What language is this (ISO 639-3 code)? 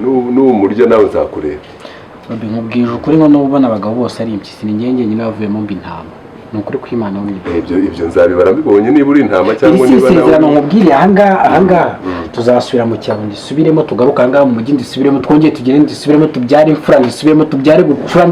kin